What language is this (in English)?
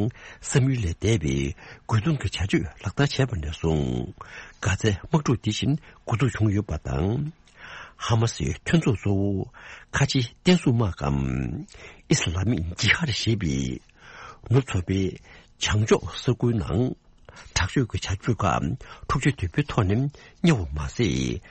Tibetan